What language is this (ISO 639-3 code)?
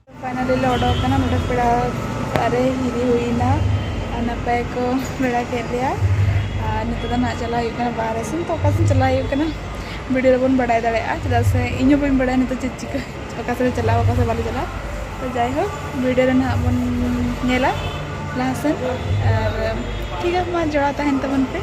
sat